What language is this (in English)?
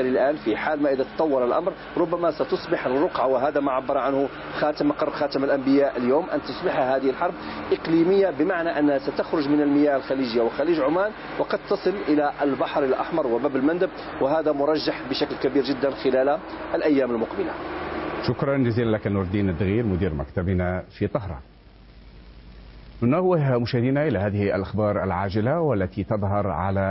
Arabic